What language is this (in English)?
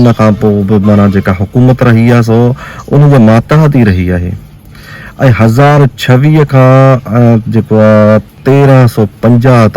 Sindhi